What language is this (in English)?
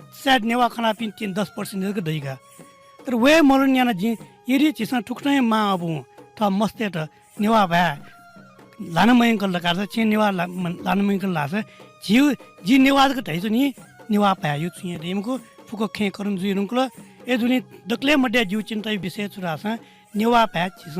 Newari